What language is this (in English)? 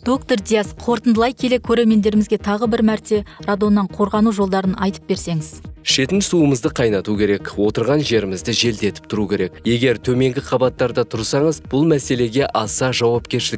Kazakh